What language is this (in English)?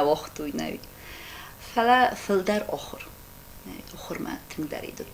Ossetic